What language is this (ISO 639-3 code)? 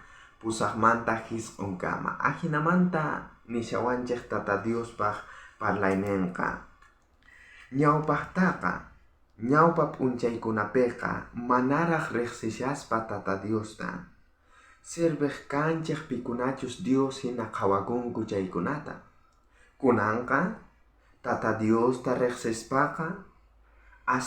quh